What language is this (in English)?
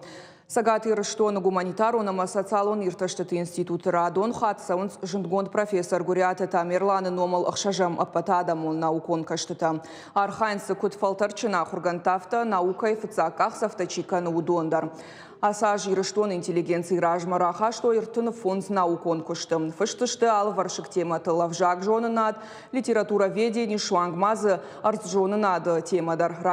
Ossetic